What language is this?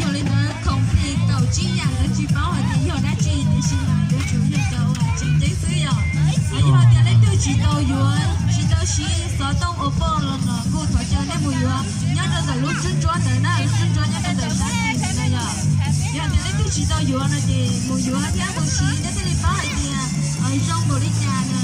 Hmong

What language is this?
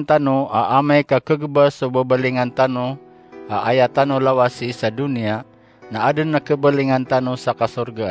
Maranao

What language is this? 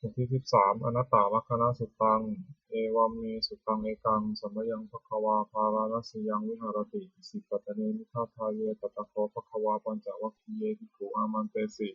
Pali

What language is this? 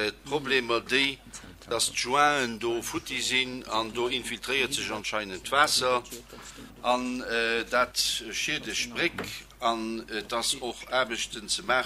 Luxembourgish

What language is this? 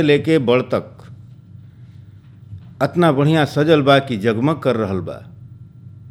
Bhojpuri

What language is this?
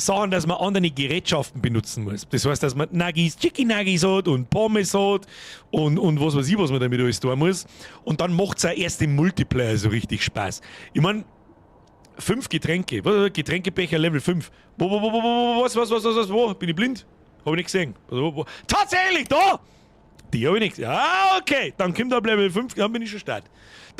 Bavarian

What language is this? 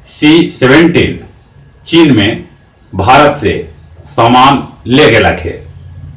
Magahi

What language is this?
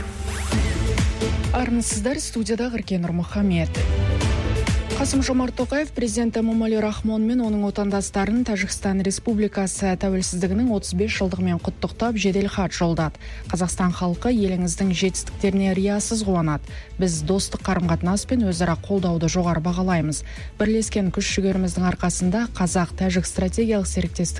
Kazakh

